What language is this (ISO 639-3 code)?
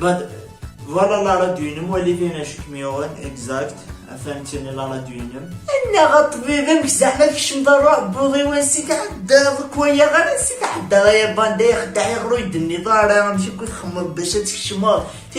kab